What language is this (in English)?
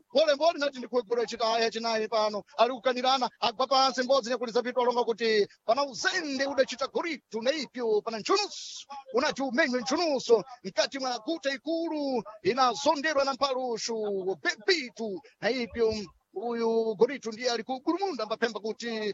Sena